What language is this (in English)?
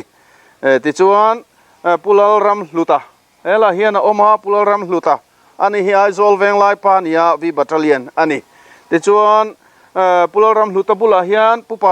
Mizo